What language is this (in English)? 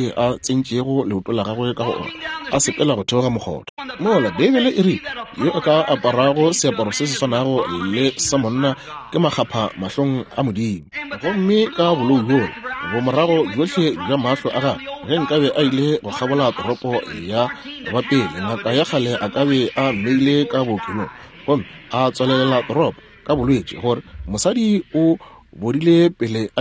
Northern Sotho